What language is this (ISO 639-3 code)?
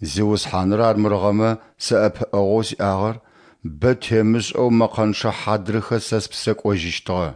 ady